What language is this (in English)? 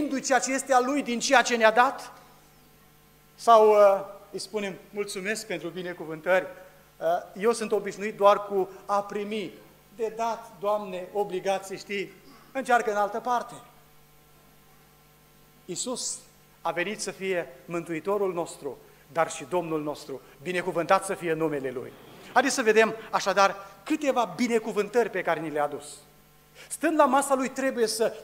Romanian